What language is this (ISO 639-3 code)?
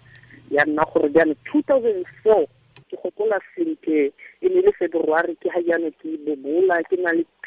tsn